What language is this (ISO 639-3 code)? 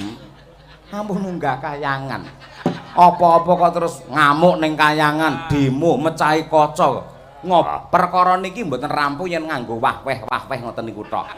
jav